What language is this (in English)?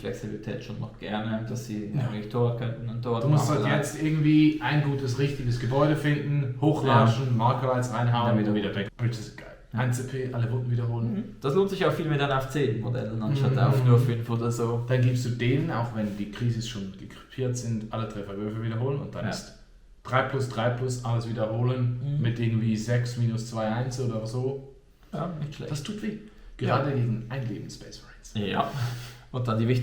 Swiss German